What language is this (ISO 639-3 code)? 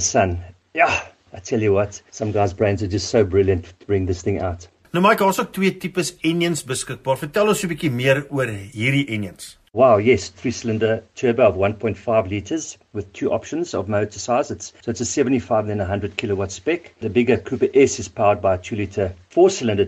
afr